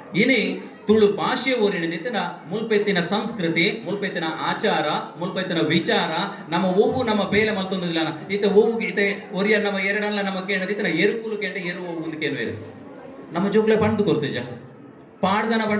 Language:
Tulu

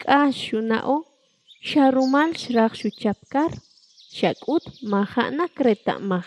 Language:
Kʼicheʼ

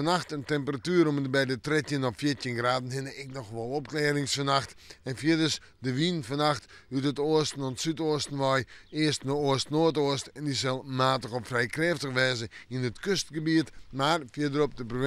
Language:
Western Frisian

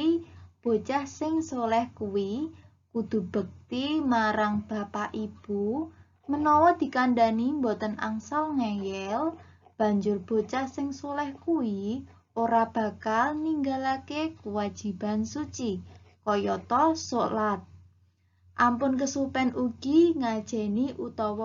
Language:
Javanese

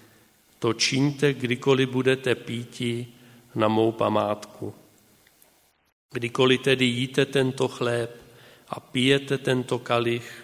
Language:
Czech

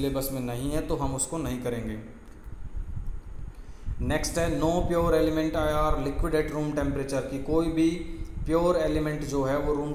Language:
Hindi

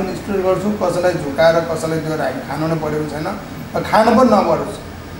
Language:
Nepali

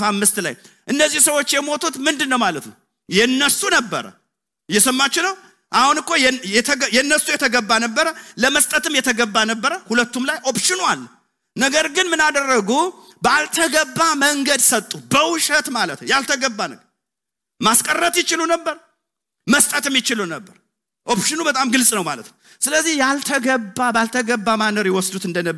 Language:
Amharic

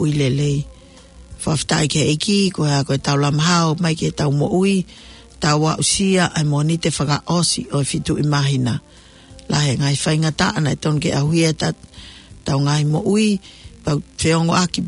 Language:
Tongan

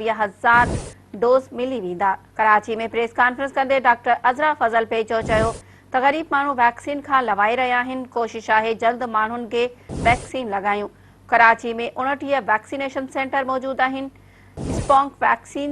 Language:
Sindhi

